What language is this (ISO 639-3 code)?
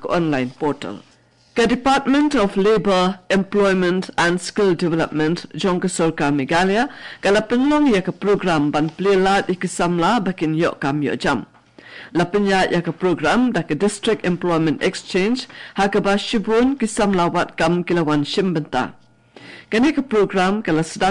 kha